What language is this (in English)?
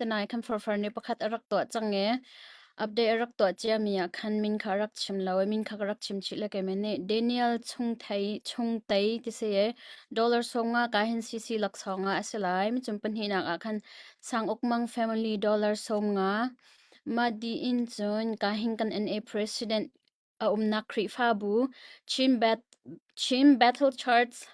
Hakha Chin